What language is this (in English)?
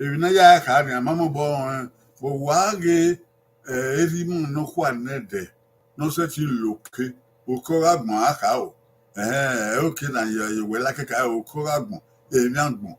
Bini